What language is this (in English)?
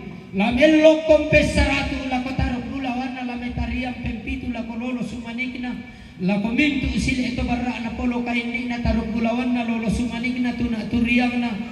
Toraja-Sa'dan